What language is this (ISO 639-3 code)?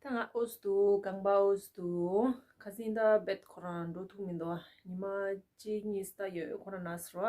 bod